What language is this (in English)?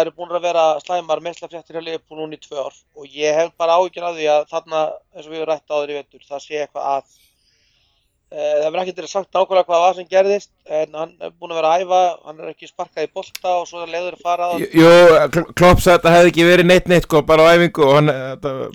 Icelandic